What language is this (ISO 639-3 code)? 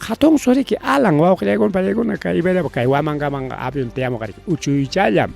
quy